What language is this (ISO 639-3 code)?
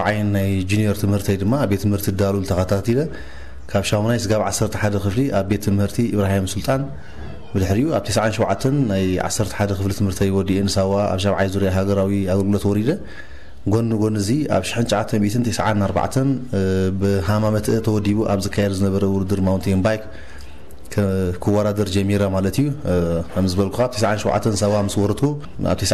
tir